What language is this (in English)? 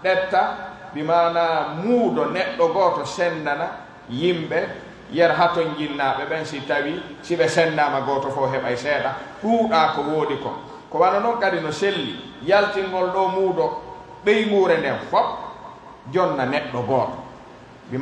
Pular